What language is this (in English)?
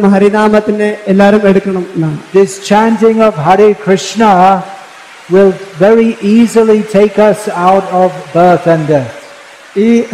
Malayalam